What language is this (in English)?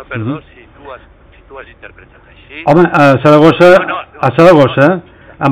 Catalan